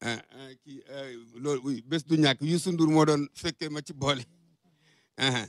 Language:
Wolof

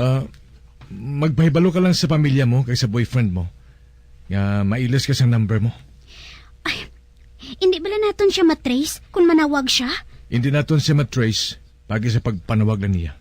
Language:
Hiligaynon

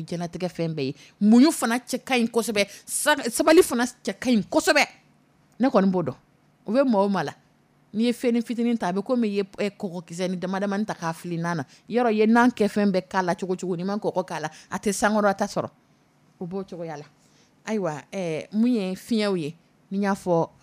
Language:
Dyula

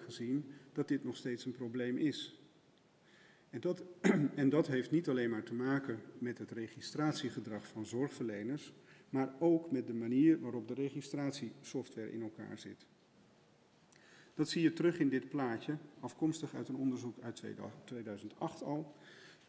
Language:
Dutch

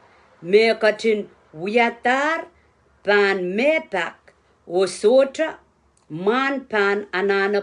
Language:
Pohnpeian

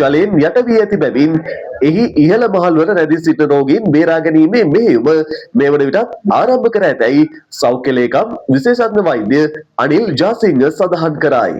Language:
Sinhala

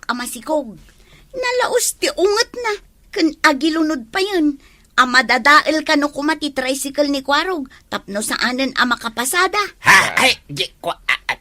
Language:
Iloko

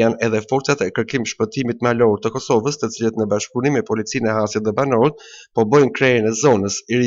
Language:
Albanian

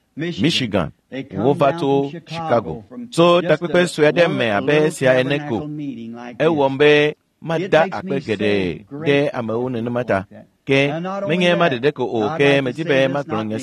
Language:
Ewe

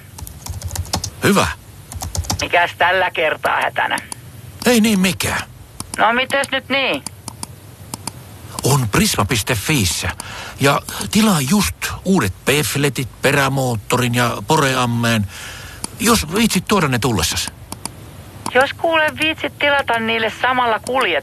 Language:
Finnish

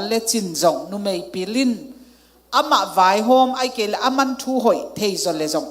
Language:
Tedim Chin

